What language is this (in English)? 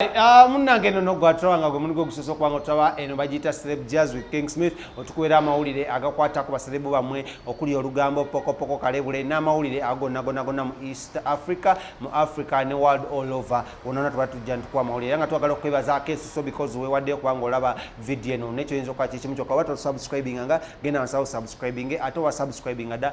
Ganda